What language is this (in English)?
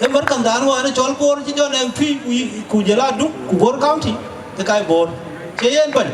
Dinka